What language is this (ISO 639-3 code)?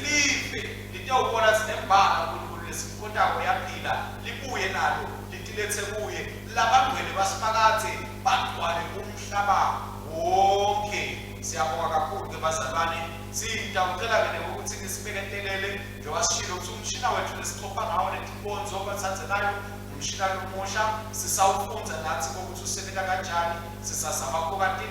ssw